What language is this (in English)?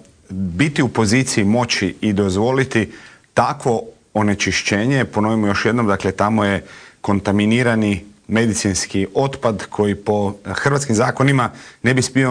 Croatian